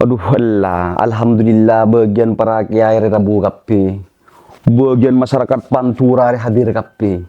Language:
Madurese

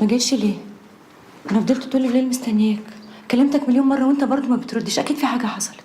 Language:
Egyptian Arabic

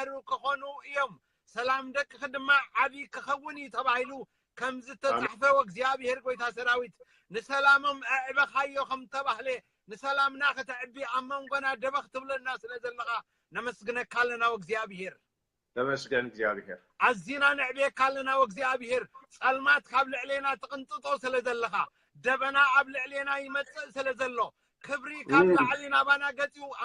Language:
Tigrinya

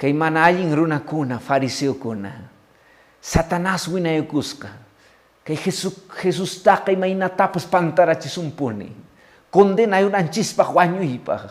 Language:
Quechua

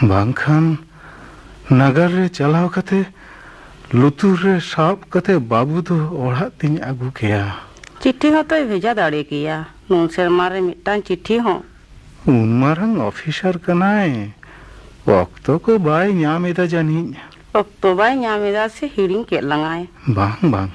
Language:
Santali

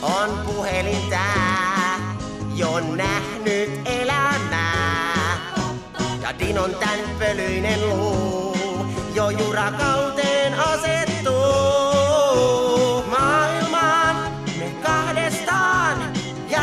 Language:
Finnish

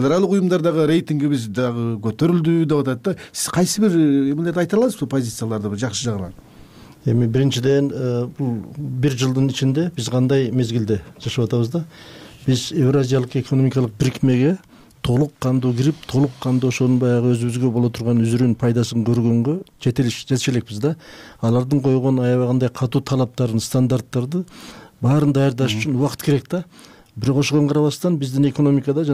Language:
Kyrgyz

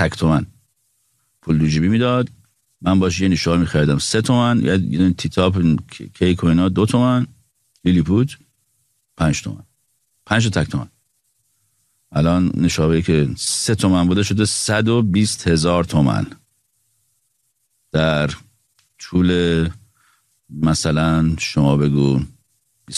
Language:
Persian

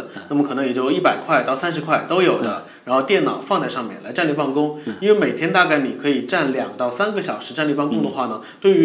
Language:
Chinese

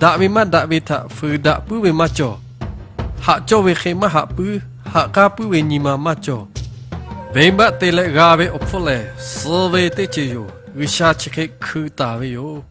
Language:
Lahu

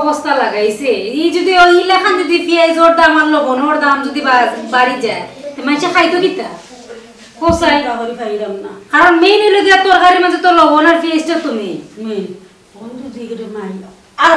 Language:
Sylheti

